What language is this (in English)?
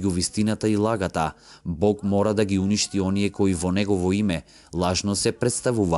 Macedonian